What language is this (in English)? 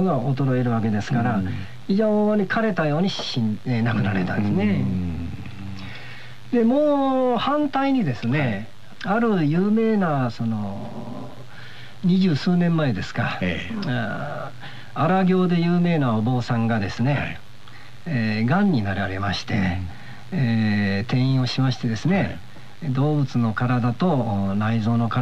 Japanese